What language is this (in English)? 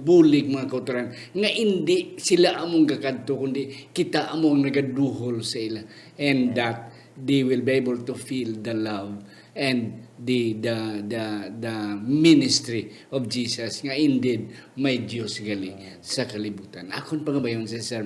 Hiligaynon